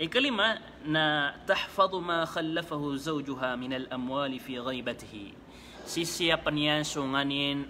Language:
Maranao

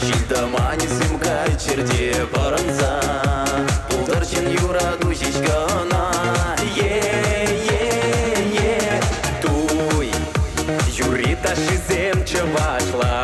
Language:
Chuvash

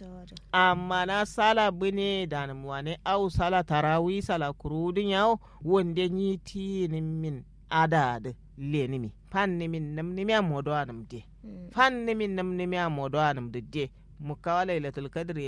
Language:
Kanuri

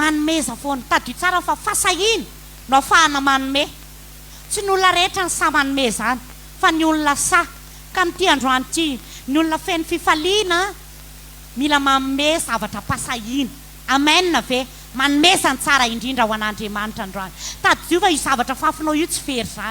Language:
Malagasy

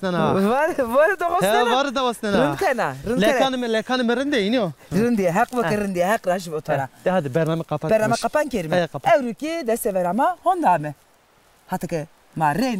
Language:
Zaza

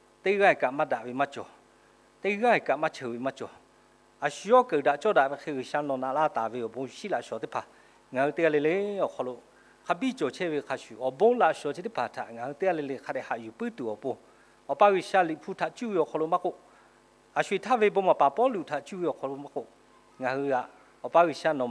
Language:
Lahu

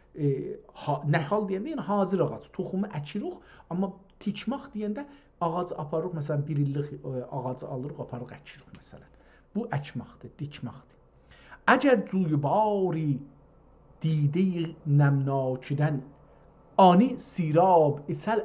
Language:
South Azerbaijani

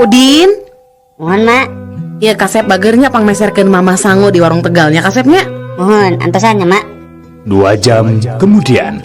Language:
Sundanese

